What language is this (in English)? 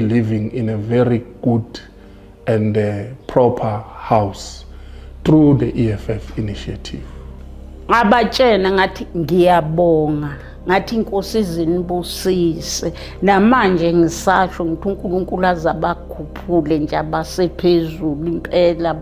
Zulu